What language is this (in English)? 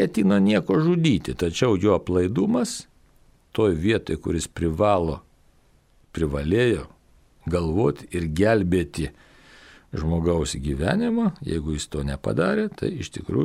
Lithuanian